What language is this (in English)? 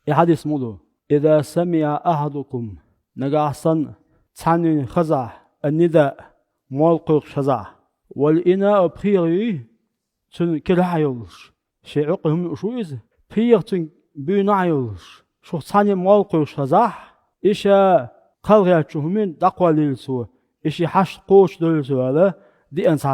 Chechen